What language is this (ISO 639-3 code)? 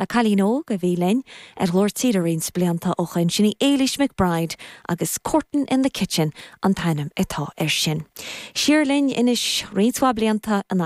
gle